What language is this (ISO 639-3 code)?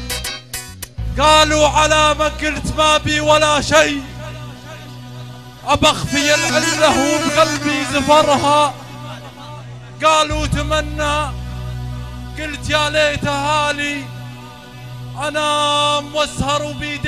ajp